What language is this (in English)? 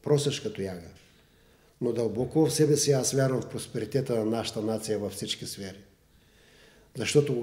Bulgarian